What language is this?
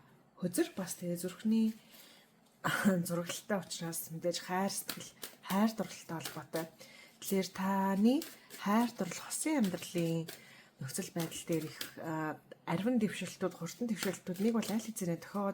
Mongolian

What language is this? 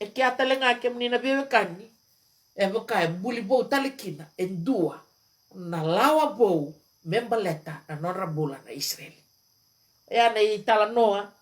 Fijian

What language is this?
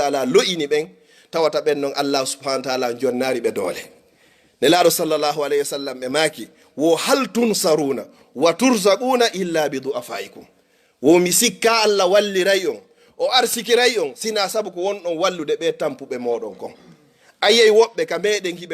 Fula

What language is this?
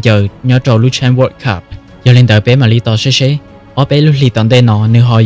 Hmong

